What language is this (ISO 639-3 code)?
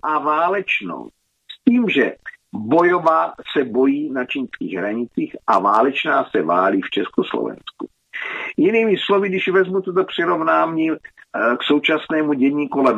ces